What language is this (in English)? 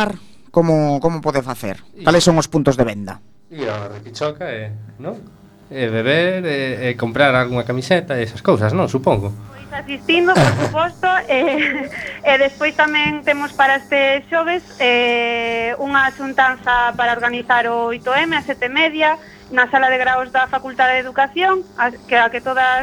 Galician